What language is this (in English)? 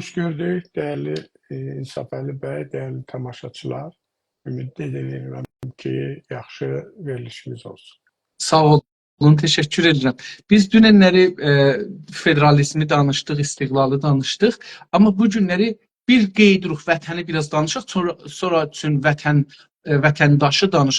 South Azerbaijani